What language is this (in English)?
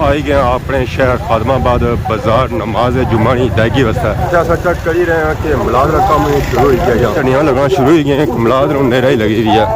Pahari-Potwari